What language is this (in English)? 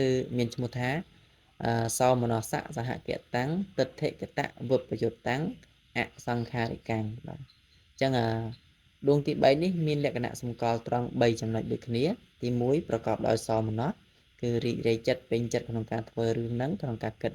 Khmer